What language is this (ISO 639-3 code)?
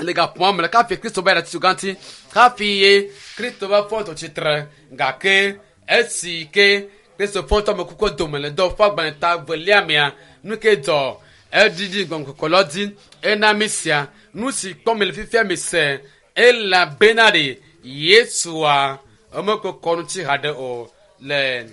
ewe